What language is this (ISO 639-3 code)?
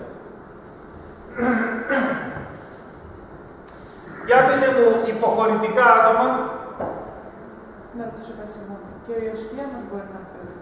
ell